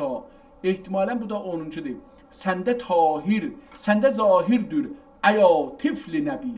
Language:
South Azerbaijani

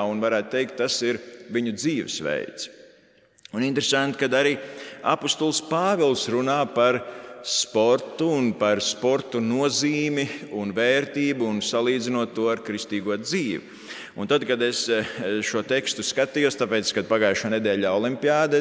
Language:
Latvian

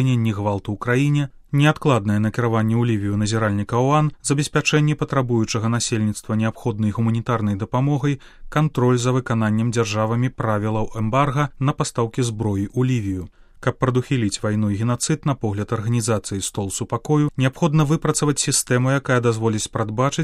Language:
Belarusian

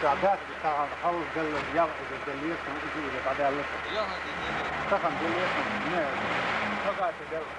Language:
Chechen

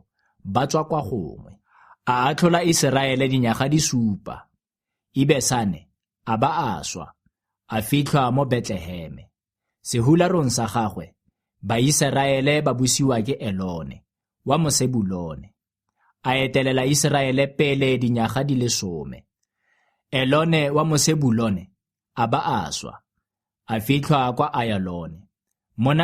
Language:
Tswana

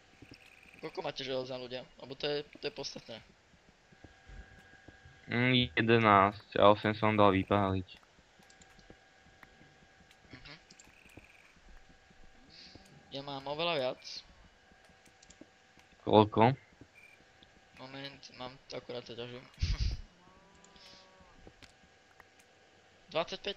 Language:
Slovak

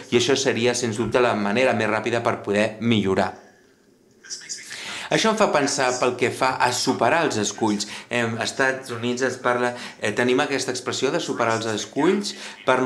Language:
Catalan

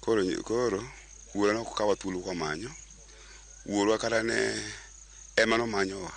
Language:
Luo (Kenya and Tanzania)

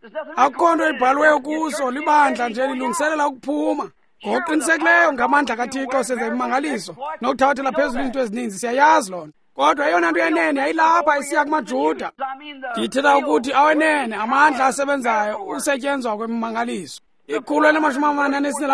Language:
Xhosa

